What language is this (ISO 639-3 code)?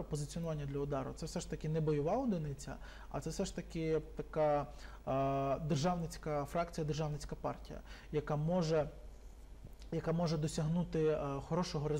ukr